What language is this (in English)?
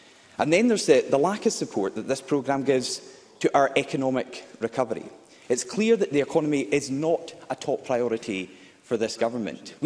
English